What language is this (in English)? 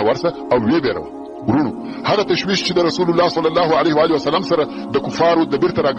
Pashto